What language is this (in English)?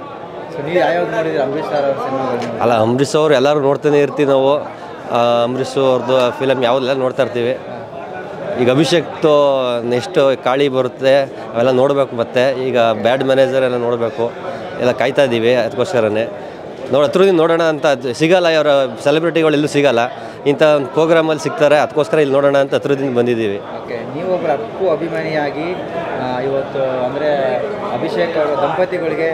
Kannada